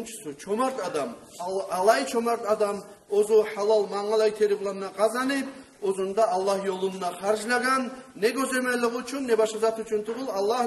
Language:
Kumyk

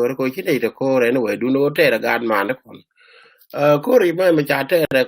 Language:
Nuer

